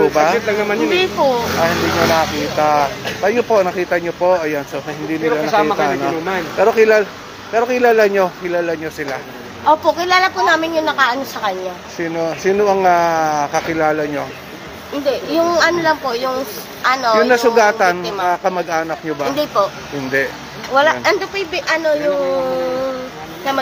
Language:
Filipino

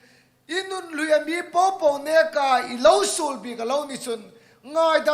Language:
Hmar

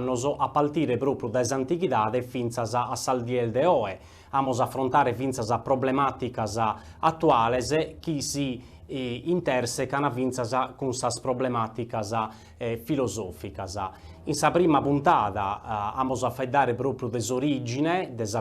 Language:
Sardinian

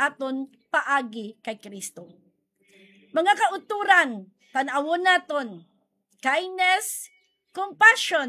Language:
Hiligaynon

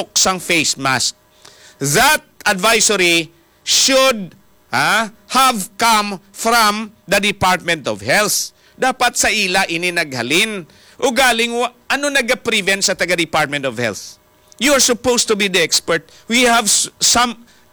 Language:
Hiligaynon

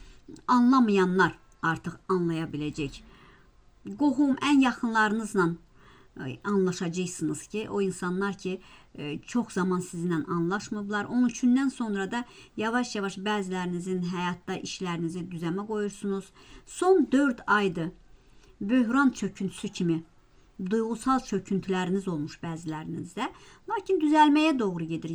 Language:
Azerbaijani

